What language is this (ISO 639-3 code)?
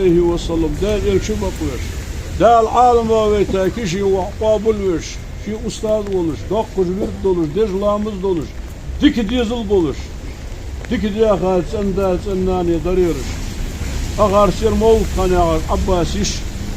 inh